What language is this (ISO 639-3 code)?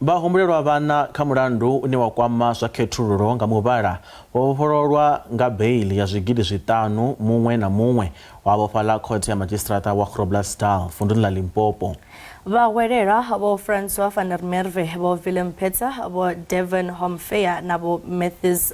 ven